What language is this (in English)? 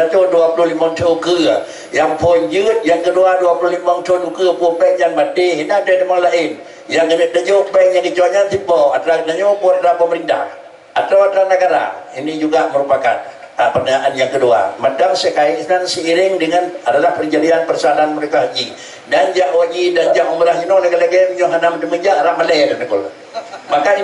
Achinese